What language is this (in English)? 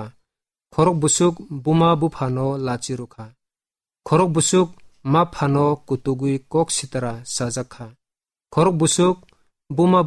Kok Borok